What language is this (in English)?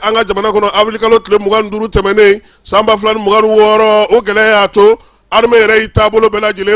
Bambara